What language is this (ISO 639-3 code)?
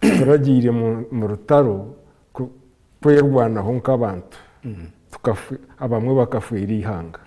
nyn